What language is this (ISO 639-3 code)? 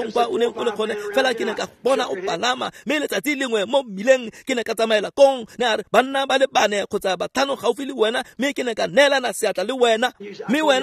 tsn